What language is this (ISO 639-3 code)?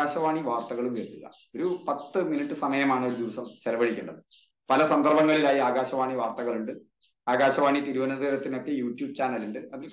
mal